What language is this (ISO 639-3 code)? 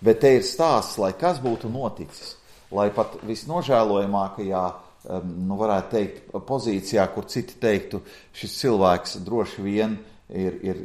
lav